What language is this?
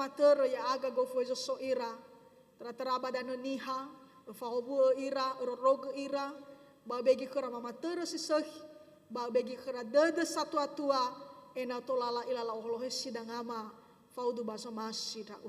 Nias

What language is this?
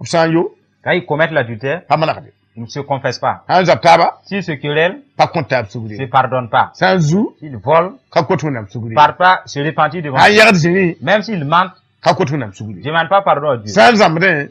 Mossi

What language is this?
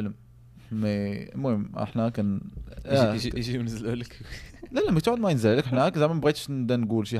Moroccan Arabic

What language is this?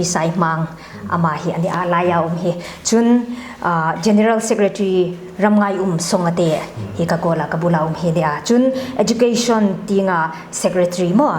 Hmar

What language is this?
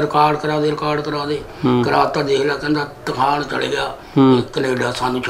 Punjabi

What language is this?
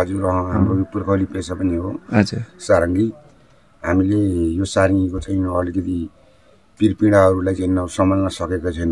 Nepali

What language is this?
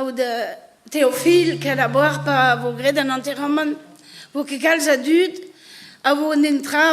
Breton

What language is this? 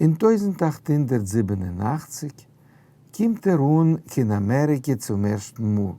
Yiddish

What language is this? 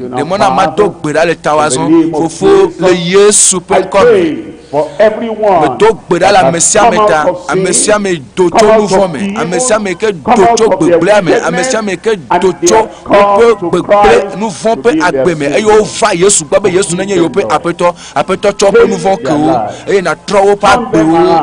Ewe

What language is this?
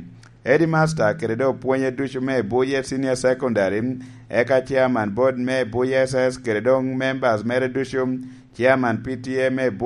Lango (Uganda)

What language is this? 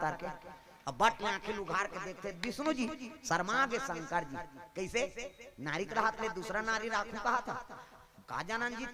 Chhattisgarhi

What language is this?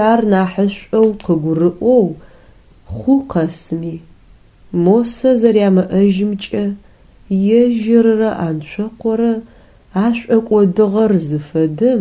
Adyghe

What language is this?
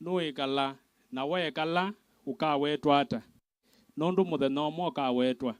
Kamba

